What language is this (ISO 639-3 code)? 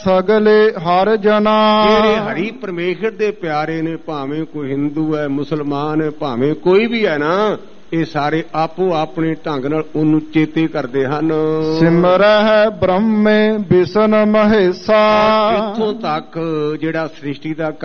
pan